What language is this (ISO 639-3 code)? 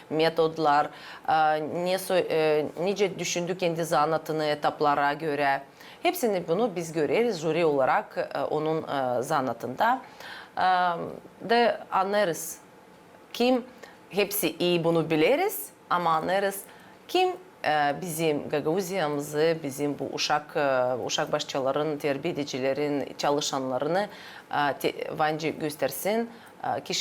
gag